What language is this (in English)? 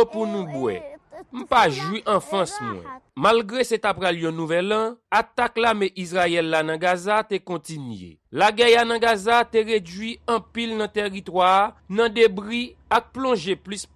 Haitian Creole